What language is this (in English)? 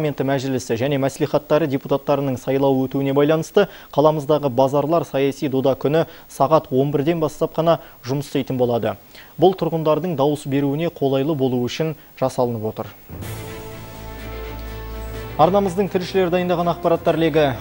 Kazakh